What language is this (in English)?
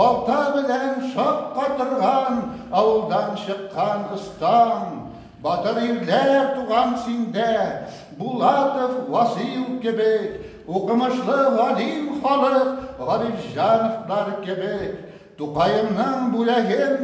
Tatar